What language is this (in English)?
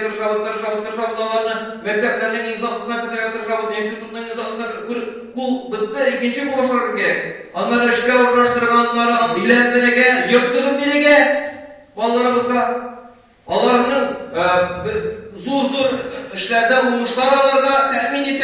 Tatar